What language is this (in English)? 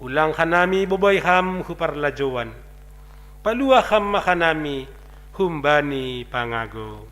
Batak Simalungun